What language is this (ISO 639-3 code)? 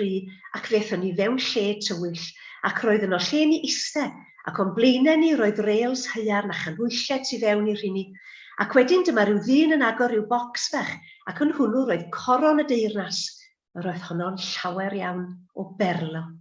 cym